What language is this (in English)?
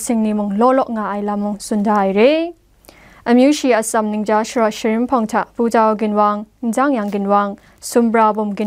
Kachin